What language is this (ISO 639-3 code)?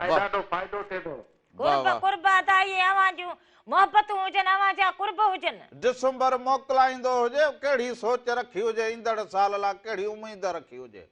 snd